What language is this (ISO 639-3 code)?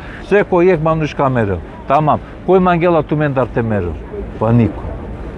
rmn